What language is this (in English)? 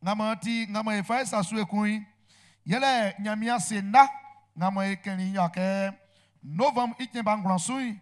Baoulé